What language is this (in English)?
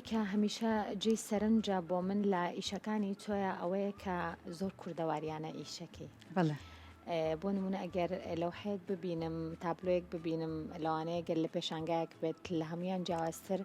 Central Kurdish